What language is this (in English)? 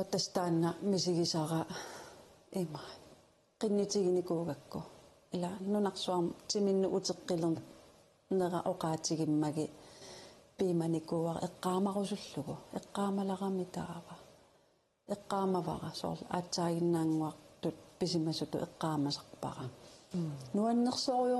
Kalaallisut